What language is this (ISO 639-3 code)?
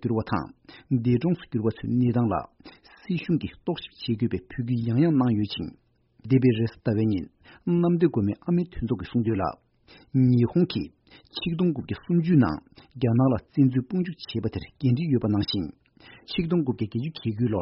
bod